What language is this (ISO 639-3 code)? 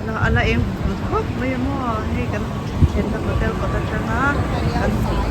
lus